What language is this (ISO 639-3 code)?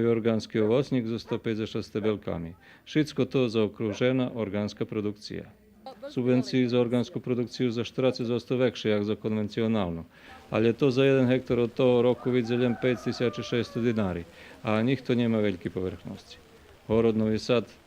rue